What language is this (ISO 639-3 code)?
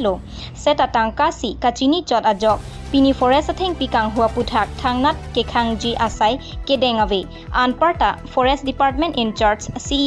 mjw